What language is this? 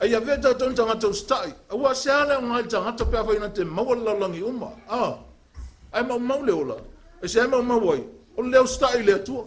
Samoan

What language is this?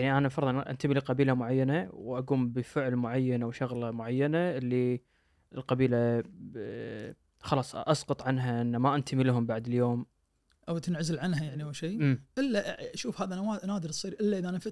Najdi Arabic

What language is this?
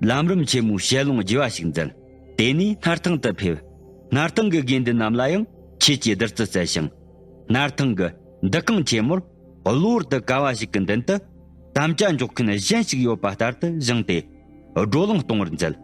Tibetan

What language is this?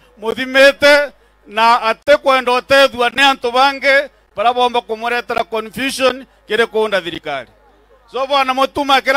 Meru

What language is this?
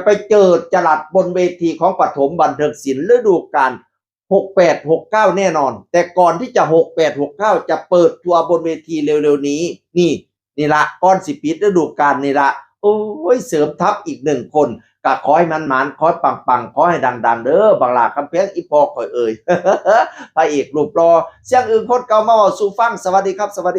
Northeastern Thai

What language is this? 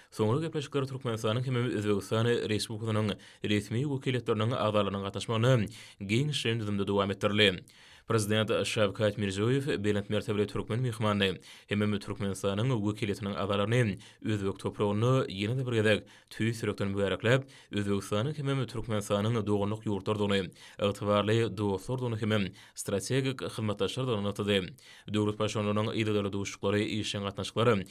Turkmen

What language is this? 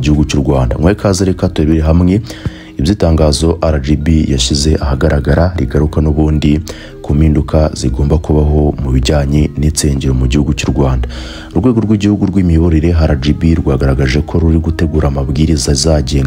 Kinyarwanda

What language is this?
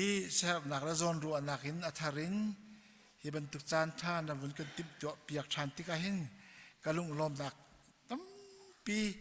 Hakha Chin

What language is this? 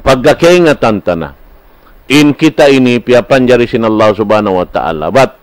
Tausug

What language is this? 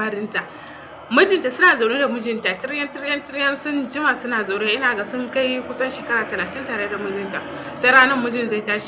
Hausa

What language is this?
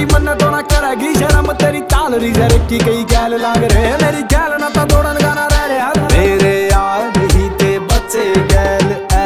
Haryanvi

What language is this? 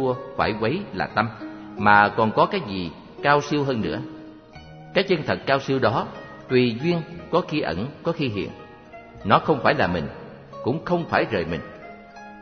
Vietnamese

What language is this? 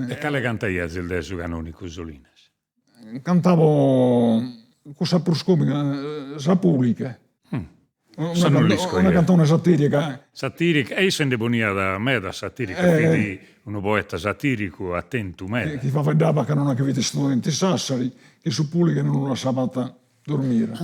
Sardinian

